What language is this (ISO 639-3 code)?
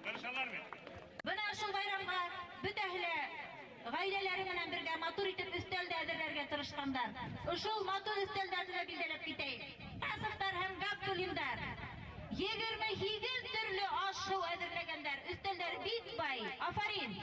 bak